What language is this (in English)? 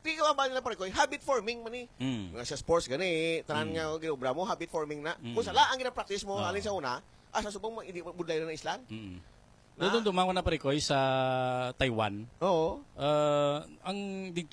Hiligaynon